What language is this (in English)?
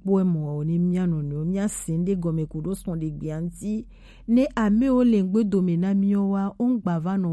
Gen